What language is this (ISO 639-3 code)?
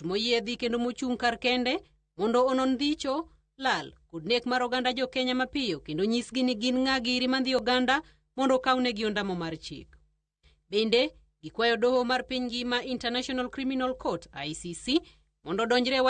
luo